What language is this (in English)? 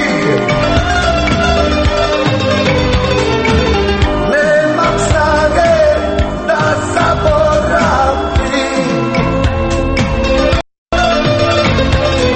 Croatian